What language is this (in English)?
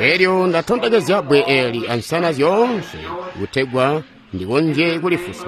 Tonga (Zambia)